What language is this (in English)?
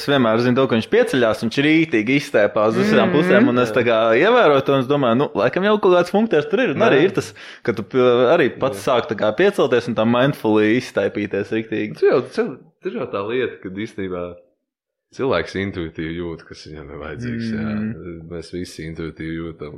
Latvian